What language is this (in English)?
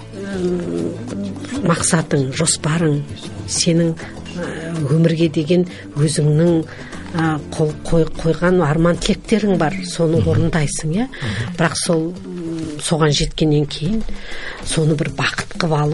Kazakh